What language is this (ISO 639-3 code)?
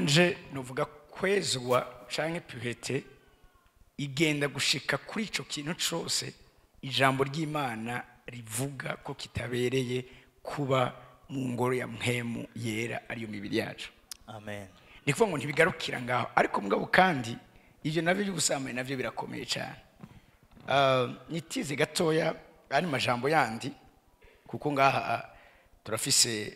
run